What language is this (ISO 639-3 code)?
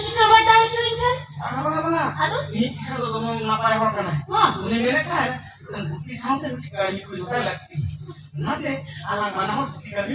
sat